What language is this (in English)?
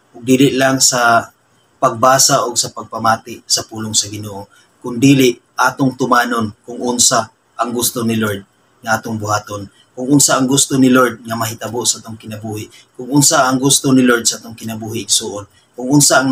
Cebuano